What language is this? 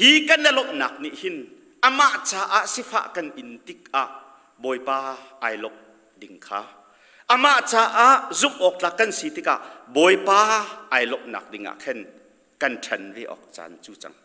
Hakha Chin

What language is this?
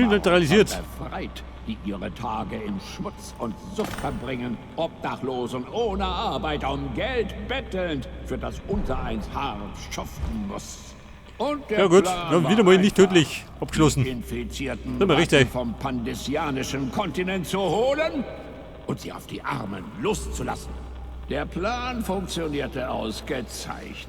Bavarian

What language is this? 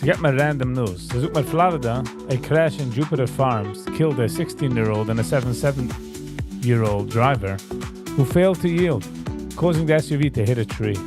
Yiddish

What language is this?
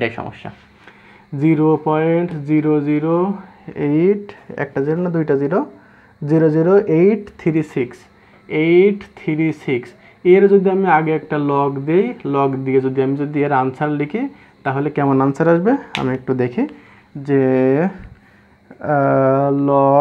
Bangla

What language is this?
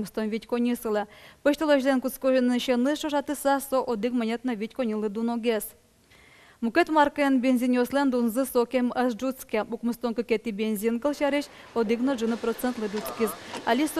Udmurt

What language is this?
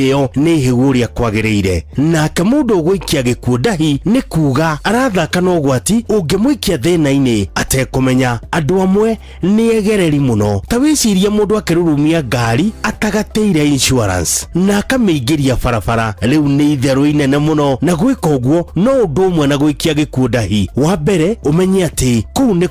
Kikuyu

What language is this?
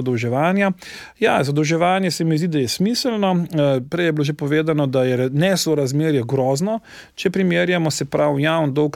Slovenian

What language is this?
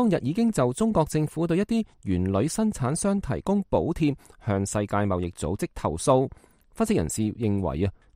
Cantonese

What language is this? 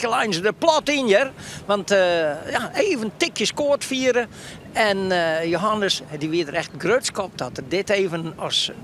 Western Frisian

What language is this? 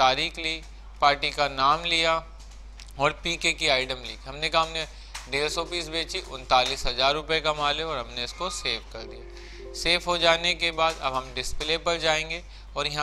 Hindi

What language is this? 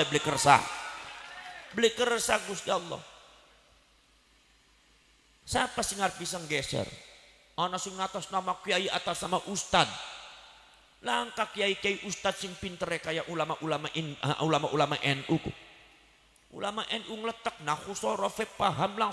Javanese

